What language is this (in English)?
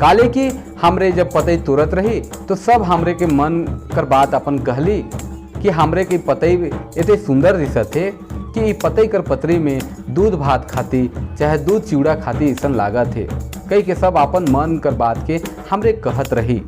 Sadri